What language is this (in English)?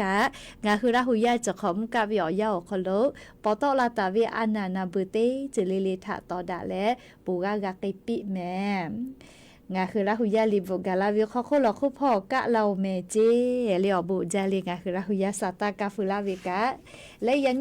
Lahu